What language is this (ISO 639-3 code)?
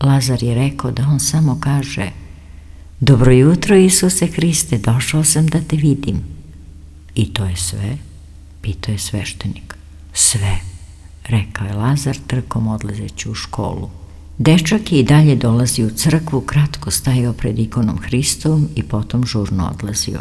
srp